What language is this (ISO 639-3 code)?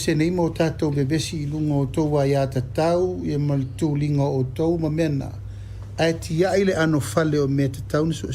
smo